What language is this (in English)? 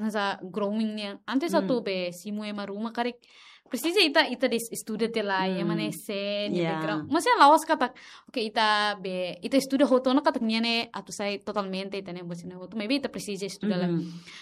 Tetum